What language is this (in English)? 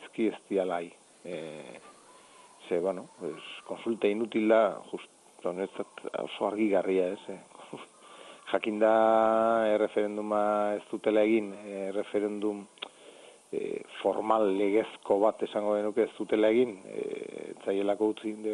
Basque